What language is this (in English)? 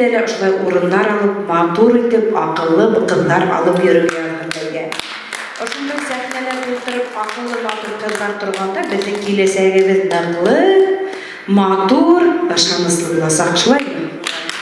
Bashkir